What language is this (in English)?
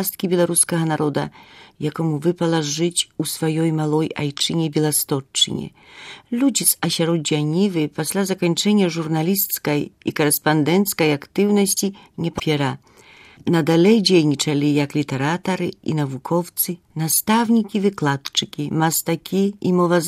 Belarusian